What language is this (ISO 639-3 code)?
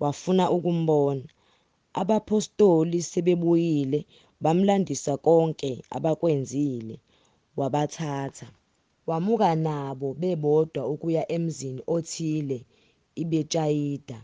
zul